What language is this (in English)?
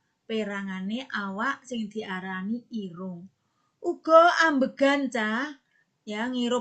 Javanese